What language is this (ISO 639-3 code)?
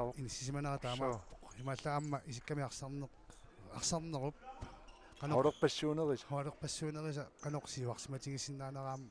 kal